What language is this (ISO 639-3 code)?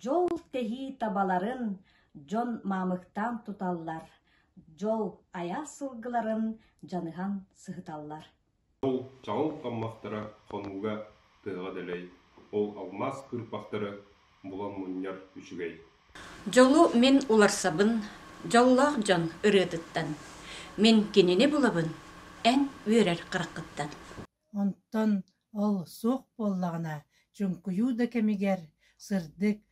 sah